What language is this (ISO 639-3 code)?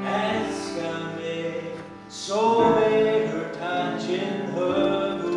fao